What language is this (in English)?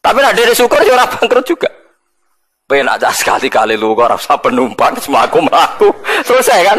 Javanese